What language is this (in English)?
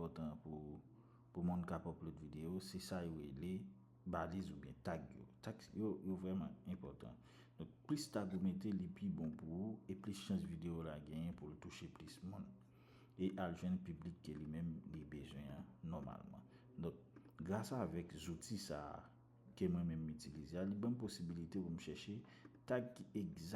Haitian Creole